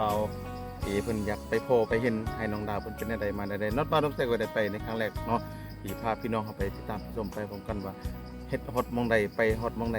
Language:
Lao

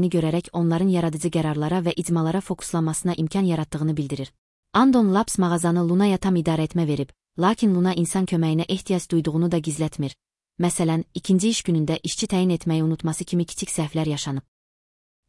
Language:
Azerbaijani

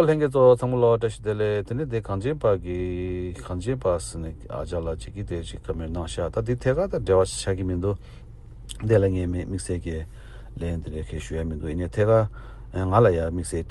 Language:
Tibetan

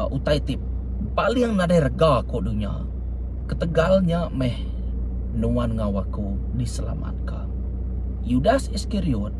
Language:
Iban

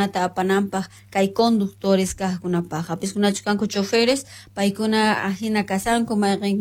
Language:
South Bolivian Quechua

